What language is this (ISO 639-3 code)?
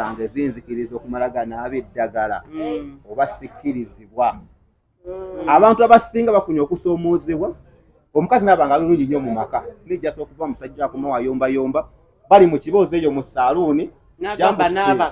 lug